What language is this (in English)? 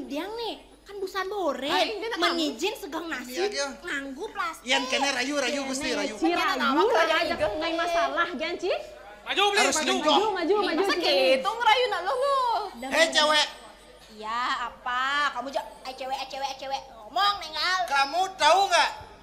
Balinese